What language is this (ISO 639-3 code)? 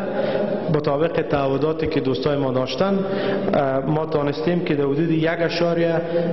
fas